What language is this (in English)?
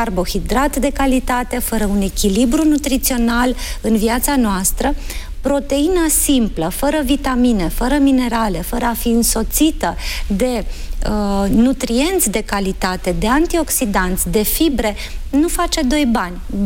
Romanian